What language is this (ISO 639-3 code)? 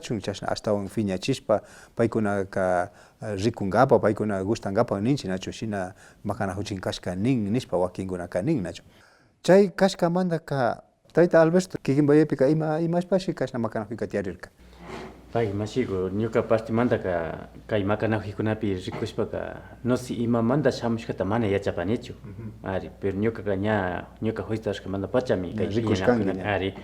qvi